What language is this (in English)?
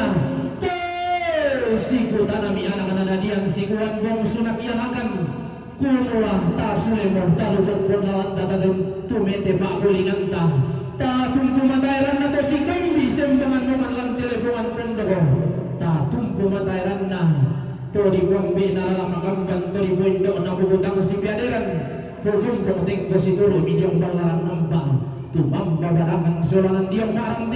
Toraja-Sa'dan